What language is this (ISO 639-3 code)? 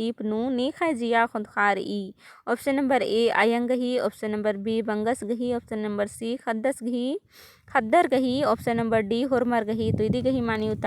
kru